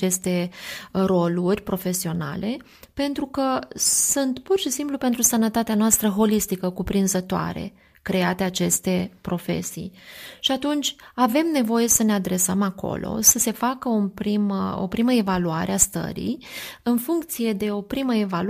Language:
Romanian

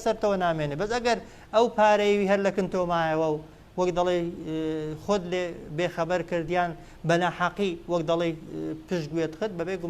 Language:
Central Kurdish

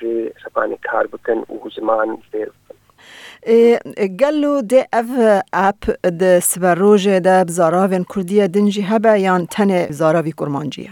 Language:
Kurdish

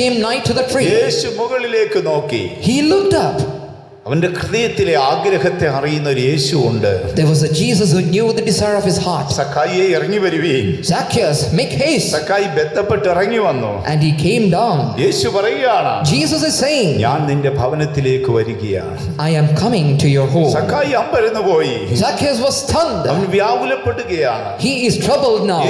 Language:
Malayalam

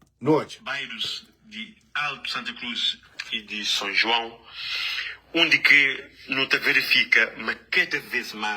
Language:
Kabuverdianu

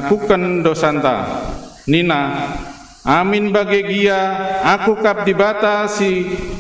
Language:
Batak Karo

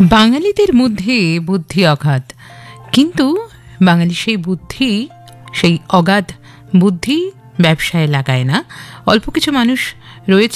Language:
Bangla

